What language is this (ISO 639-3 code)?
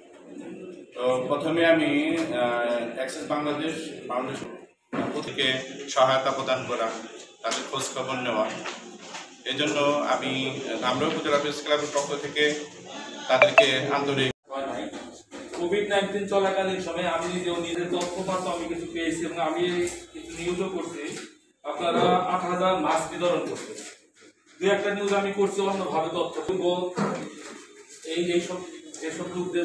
ben